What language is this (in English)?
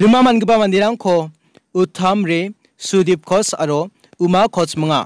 Garo